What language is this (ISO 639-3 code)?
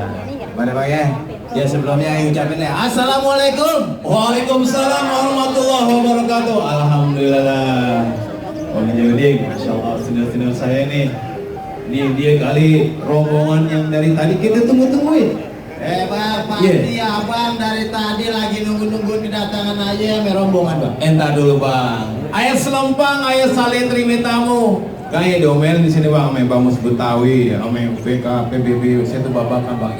bew